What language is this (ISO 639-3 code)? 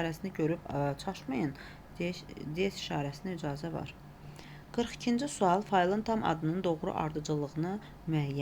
aze